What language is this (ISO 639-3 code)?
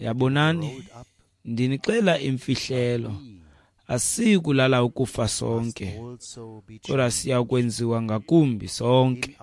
xho